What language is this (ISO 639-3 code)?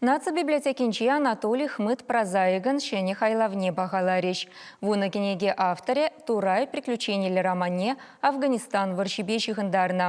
chv